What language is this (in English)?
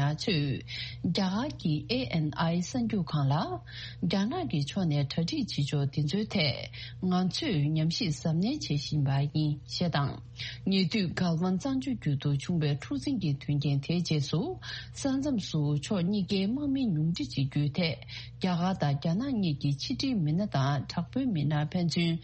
Tibetan